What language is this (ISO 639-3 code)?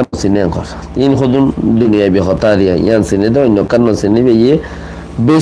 rhg